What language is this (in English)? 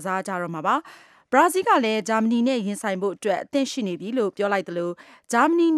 Burmese